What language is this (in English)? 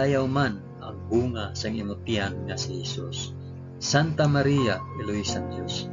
Hiligaynon